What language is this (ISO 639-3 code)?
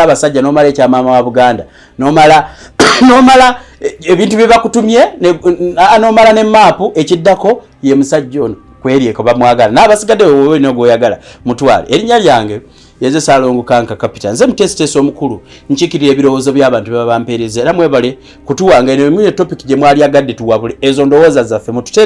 lug